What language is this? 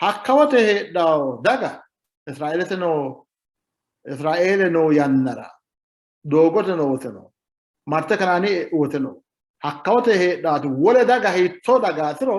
Sidamo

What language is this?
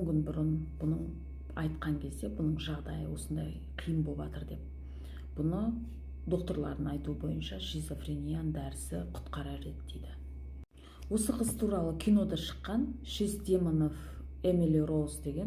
Kazakh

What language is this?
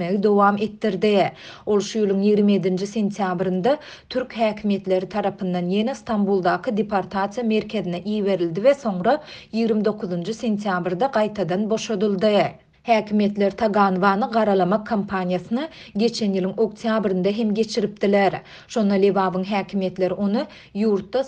Turkmen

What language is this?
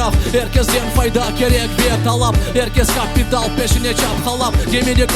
Crimean Tatar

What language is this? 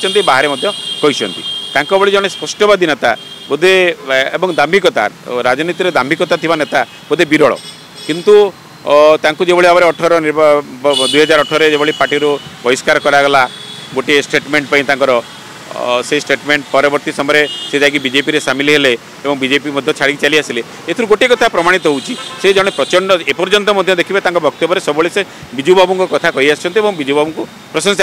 Odia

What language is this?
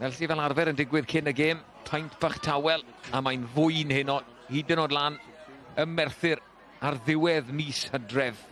Welsh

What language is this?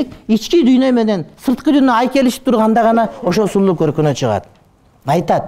Kyrgyz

